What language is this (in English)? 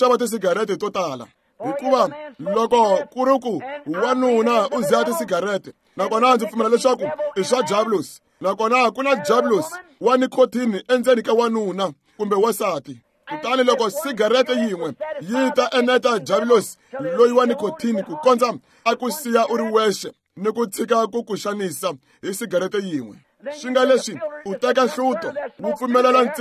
Tsonga